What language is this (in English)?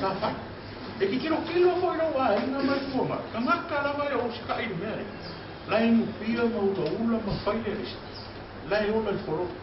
Samoan